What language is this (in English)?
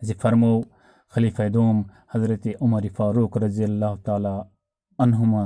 Kashmiri